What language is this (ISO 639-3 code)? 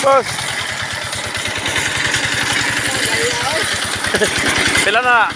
ceb